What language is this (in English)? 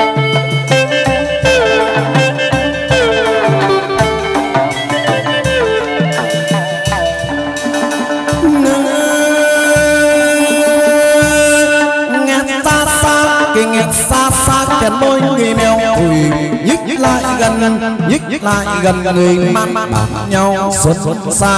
Vietnamese